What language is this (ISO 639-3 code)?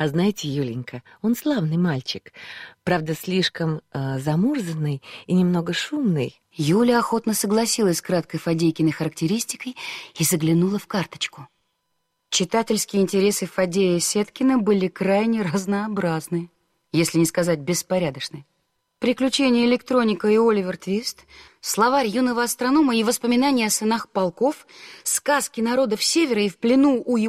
rus